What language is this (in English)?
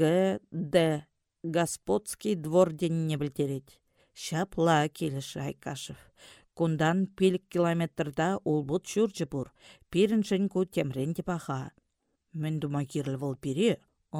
Chuvash